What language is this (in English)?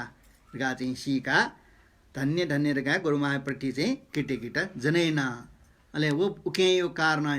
Newari